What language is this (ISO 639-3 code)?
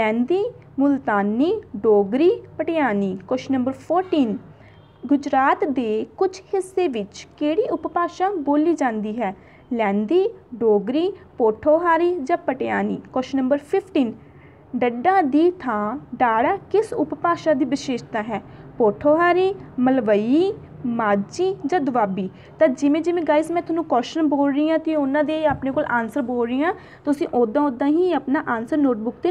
pan